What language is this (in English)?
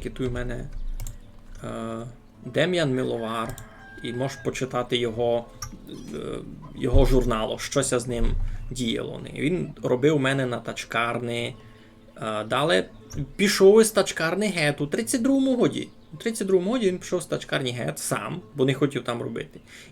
Rusyn